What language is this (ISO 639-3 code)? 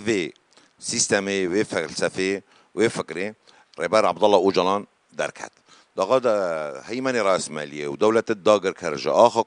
kur